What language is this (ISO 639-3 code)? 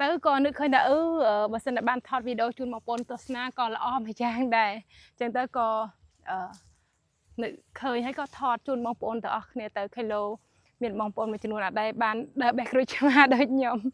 khm